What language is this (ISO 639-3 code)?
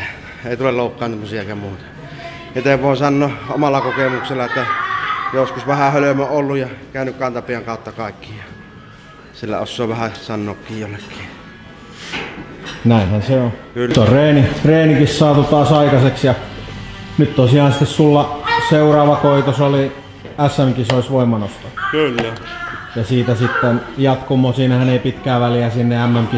fin